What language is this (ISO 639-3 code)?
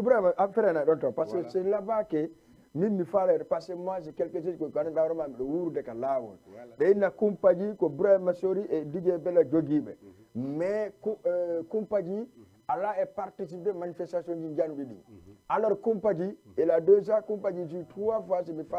ful